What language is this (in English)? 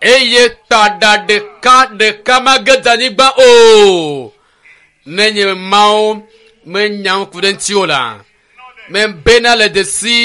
Ewe